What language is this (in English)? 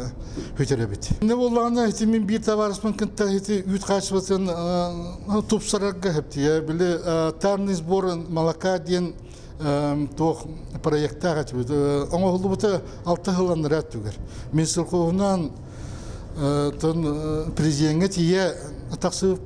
Yakut